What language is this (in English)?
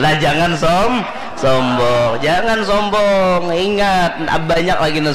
Banjar